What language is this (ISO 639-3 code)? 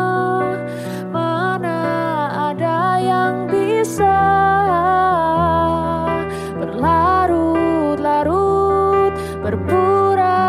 ind